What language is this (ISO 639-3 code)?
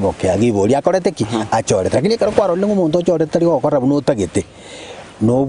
guz